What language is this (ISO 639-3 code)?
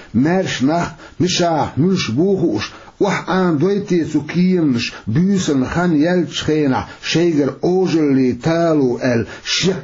che